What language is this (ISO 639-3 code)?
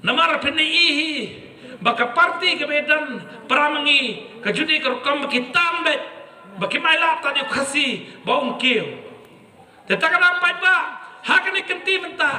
kha